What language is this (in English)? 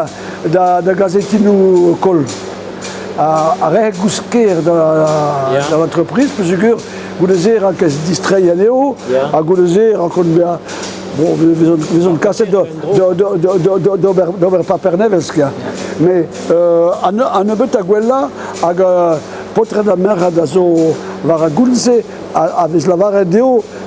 Breton